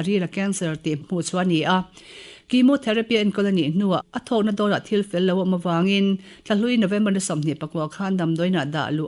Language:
Mizo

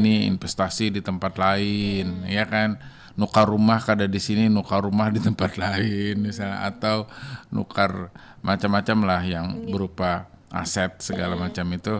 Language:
Banjar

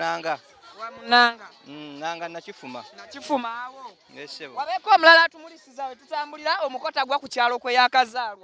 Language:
Ganda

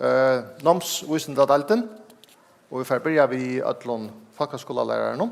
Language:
Faroese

